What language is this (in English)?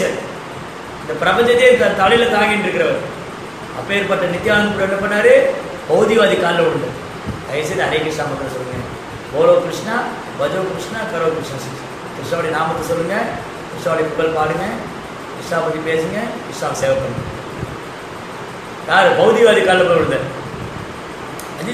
Tamil